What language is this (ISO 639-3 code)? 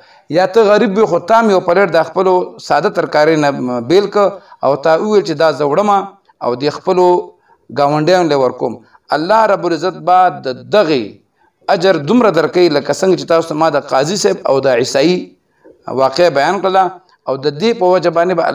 pus